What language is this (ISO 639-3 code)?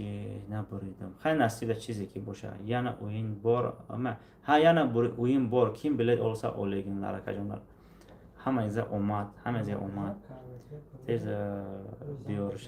tgk